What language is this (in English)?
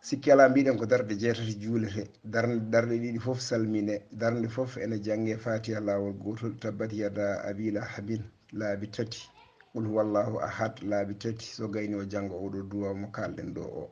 Fula